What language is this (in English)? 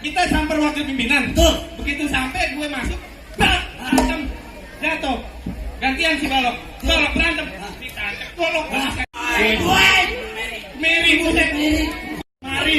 Betawi